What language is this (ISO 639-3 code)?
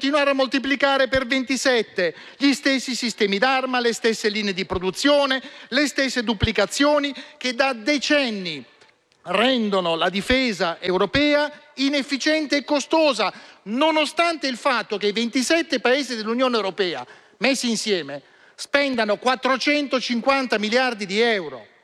ita